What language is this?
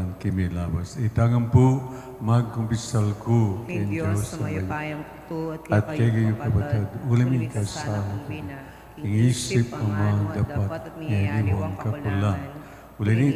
Pampanga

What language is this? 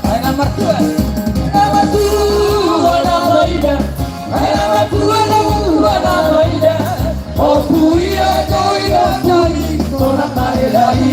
Batak Toba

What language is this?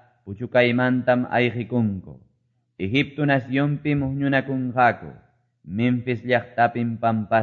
Quechua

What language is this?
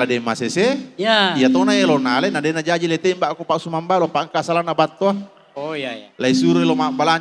Buginese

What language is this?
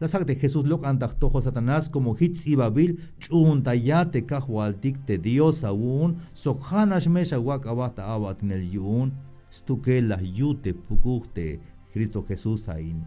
Tzeltal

